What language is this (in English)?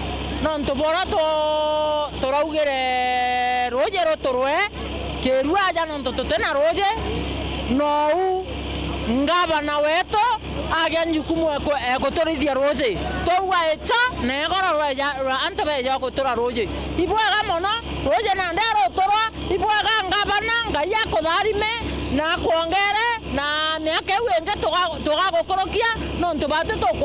Meru